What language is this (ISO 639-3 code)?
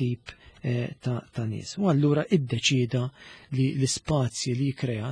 mlt